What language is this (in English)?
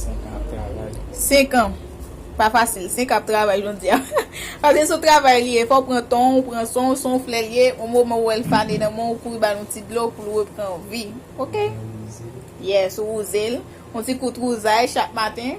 Haitian Creole